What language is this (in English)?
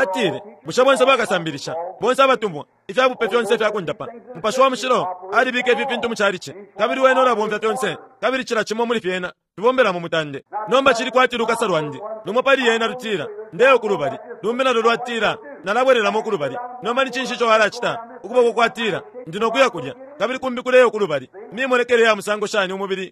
Bemba